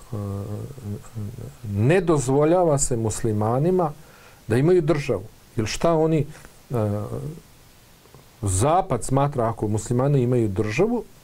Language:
Bosnian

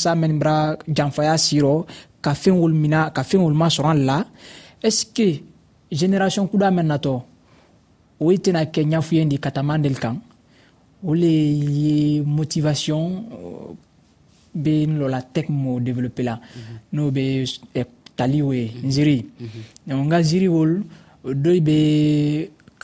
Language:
Dyula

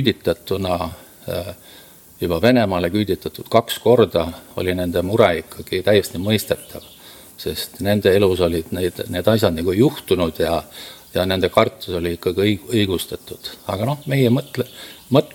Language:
Estonian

